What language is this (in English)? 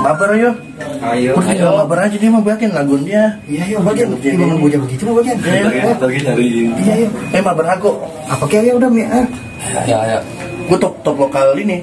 Betawi